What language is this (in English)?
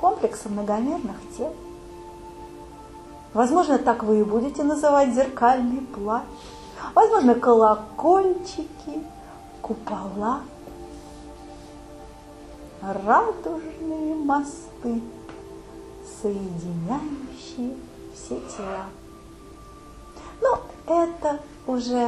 Russian